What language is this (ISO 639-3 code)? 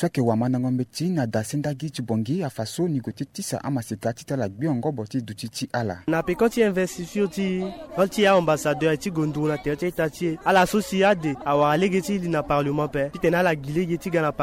sag